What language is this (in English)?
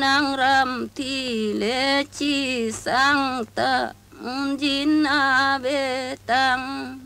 Karbi